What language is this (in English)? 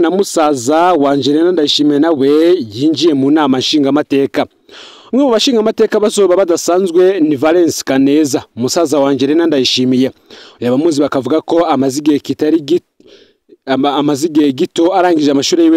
Rundi